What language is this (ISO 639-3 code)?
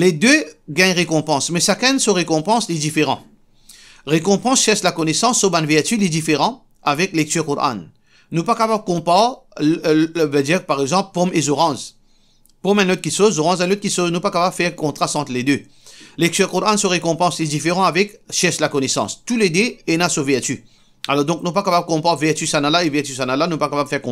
mfe